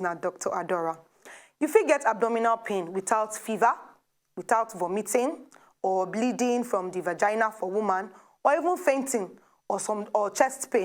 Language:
Nigerian Pidgin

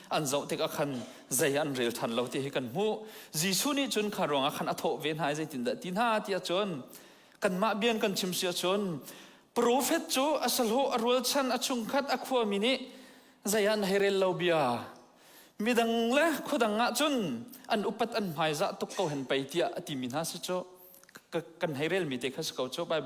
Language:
Hakha Chin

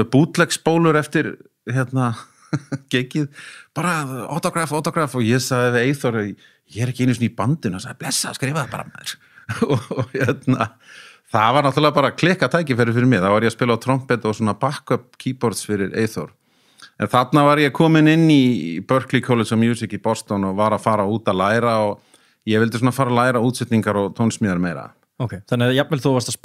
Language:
Icelandic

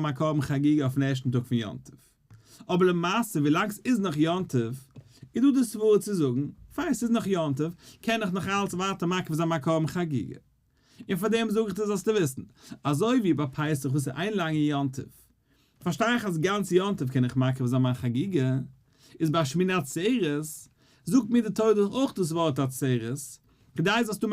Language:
Yiddish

